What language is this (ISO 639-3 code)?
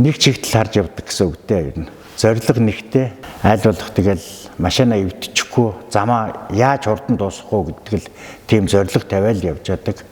mon